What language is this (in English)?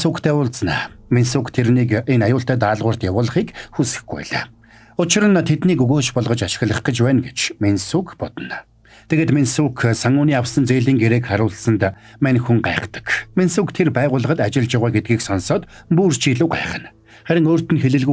Mongolian